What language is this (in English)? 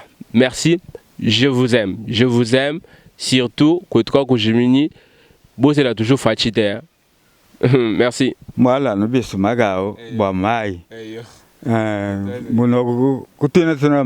Luba-Lulua